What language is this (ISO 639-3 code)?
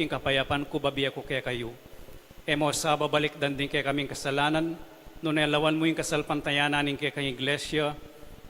pam